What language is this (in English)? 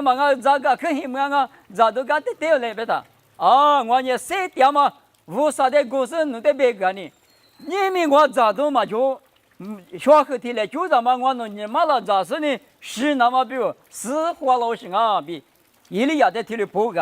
Lisu